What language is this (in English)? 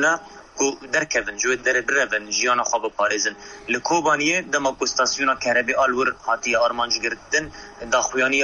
Kurdish